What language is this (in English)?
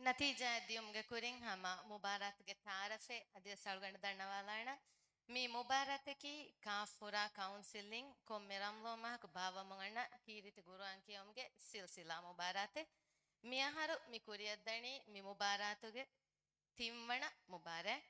Divehi